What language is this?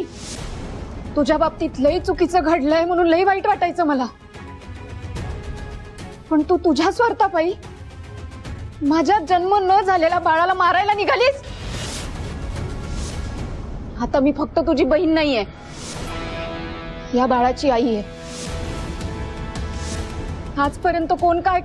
Marathi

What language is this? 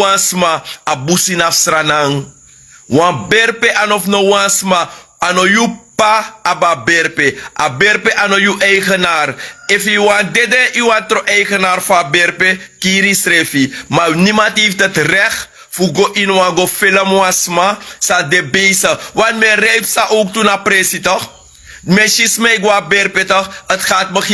Sranan Tongo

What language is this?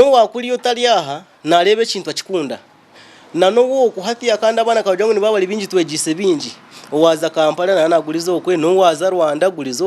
Nyankole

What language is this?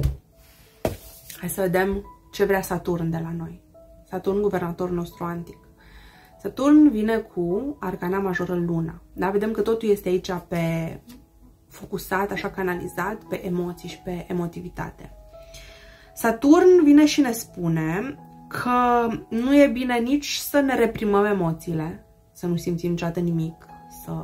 Romanian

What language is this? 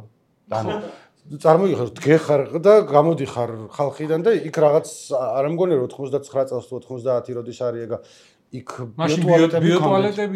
Georgian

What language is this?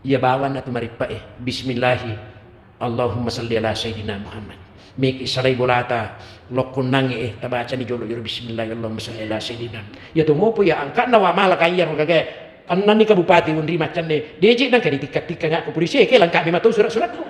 Buginese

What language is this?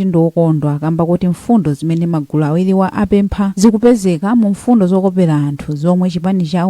Nyanja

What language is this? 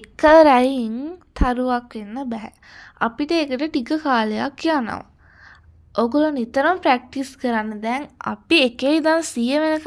Sinhala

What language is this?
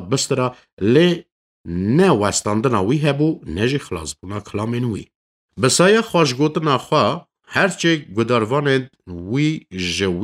Kurdish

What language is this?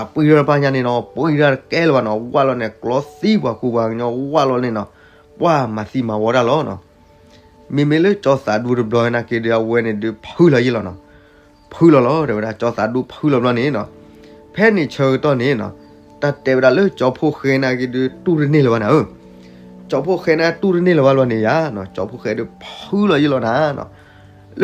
S'gaw Karen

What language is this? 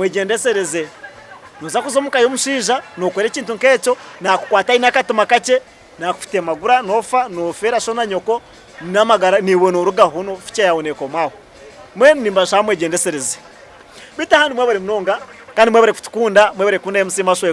Nyankole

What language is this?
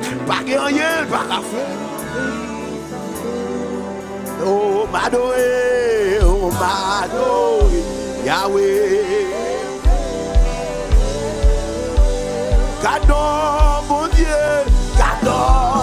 French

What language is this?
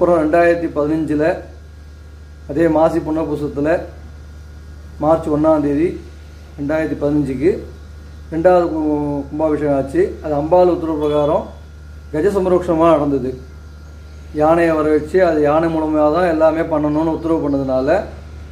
Tamil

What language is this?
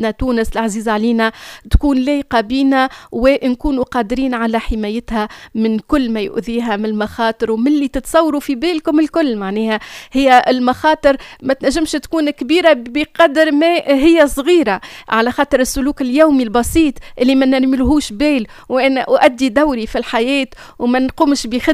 Tunisian Arabic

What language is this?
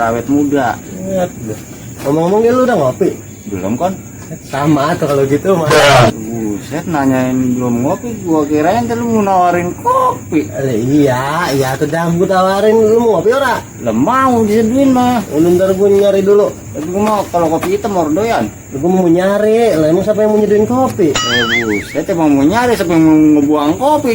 Betawi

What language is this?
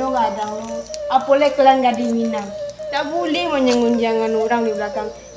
Minangkabau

